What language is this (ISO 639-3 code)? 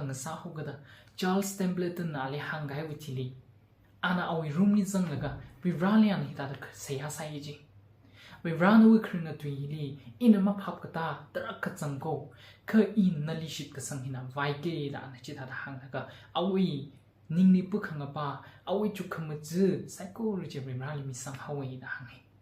nmf